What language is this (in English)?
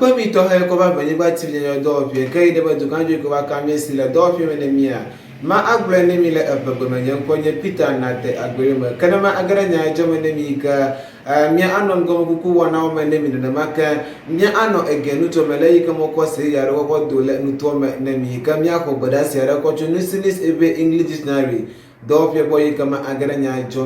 Ewe